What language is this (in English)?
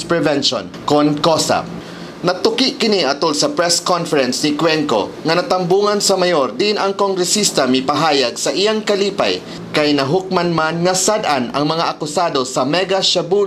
Cebuano